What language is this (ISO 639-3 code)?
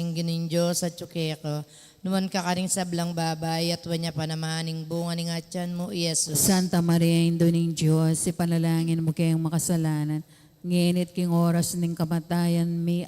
pam